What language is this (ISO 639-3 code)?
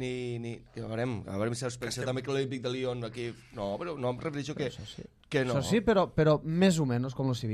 cat